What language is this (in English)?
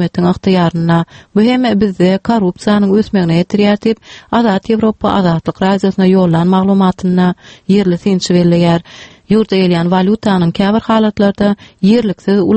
Turkmen